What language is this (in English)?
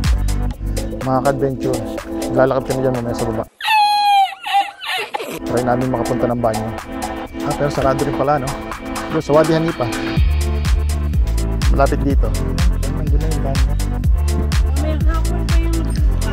Filipino